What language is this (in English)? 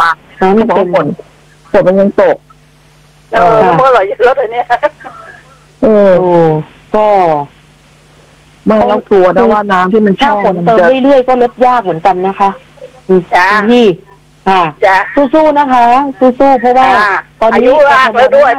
Thai